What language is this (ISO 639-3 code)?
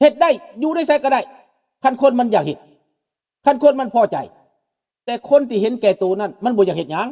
lao